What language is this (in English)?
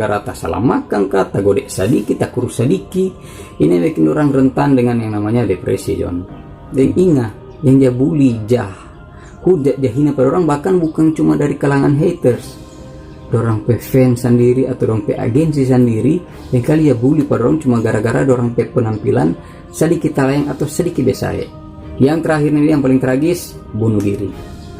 Manado Malay